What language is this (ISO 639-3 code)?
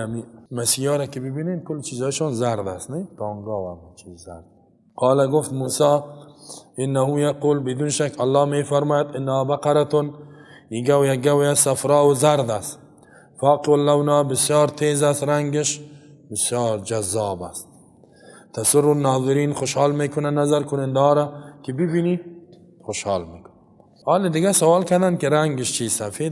fas